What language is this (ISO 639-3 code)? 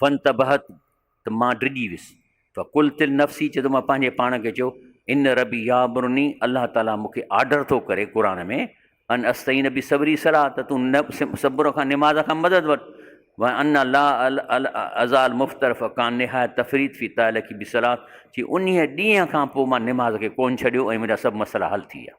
snd